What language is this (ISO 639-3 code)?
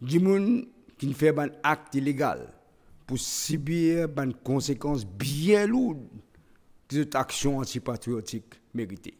mfe